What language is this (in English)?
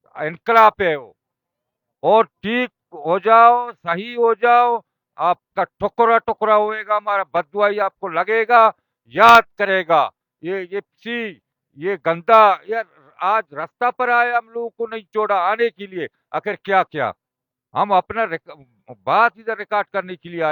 Baluchi